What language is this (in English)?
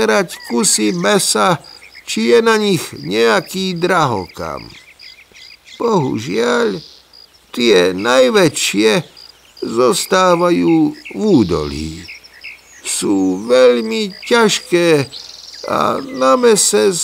Slovak